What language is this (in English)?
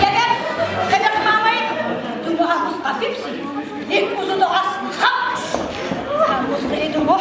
Tabassaran